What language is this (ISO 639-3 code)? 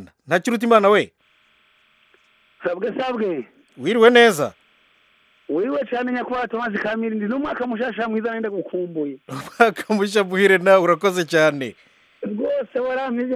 kin